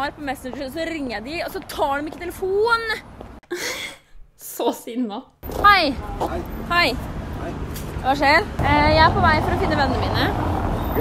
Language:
Norwegian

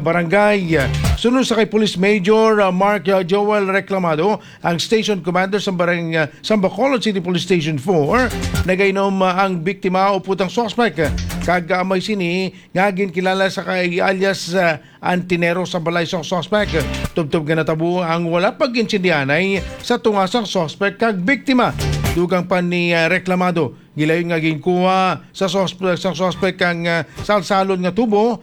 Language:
Hiligaynon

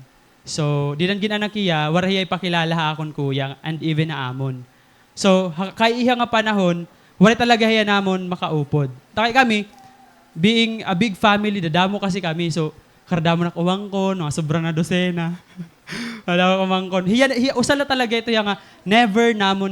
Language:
Waray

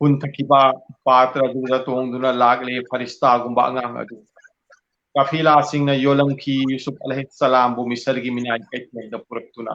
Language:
Manipuri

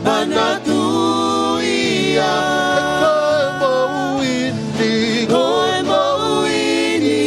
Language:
Tongan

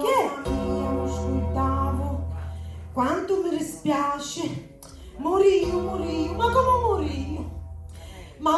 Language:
Sicilian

